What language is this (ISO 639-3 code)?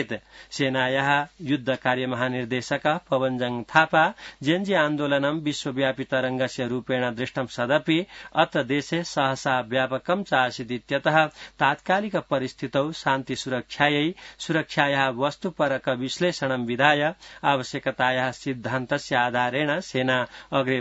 san